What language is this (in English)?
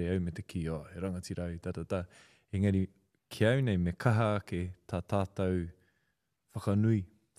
Māori